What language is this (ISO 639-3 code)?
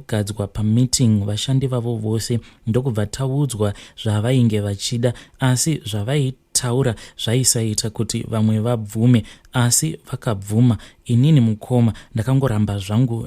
sna